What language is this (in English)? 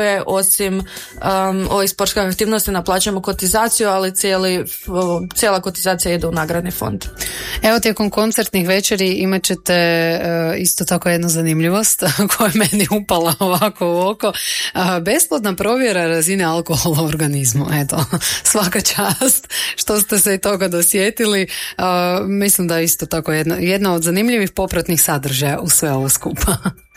Croatian